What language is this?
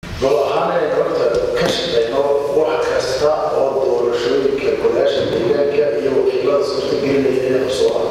Somali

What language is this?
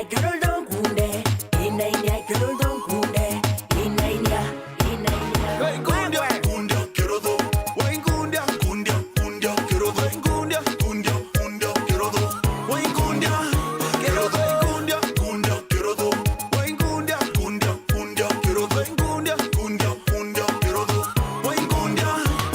Meru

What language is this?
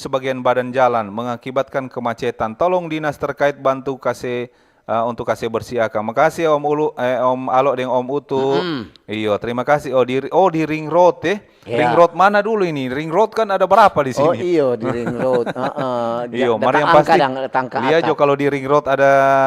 Manado Malay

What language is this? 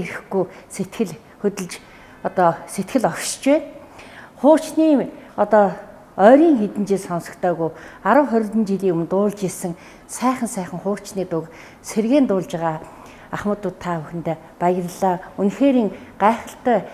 Mongolian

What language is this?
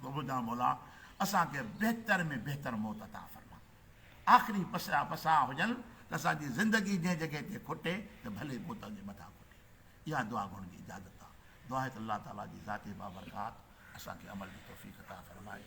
Sindhi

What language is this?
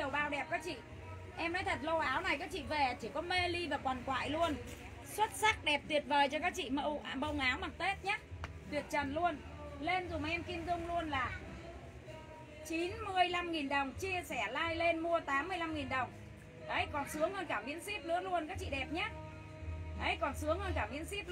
Vietnamese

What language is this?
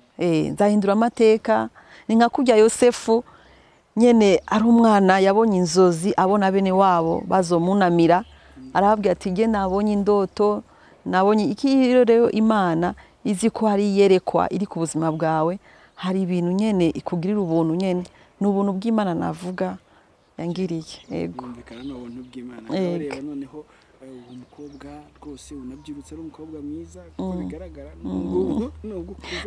Rundi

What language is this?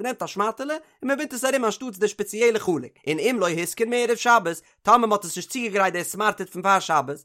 Yiddish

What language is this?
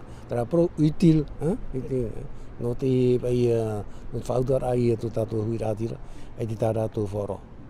Tahitian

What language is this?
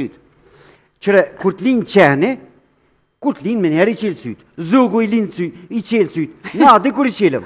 Albanian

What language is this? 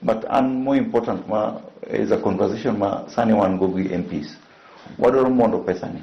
Luo (Kenya and Tanzania)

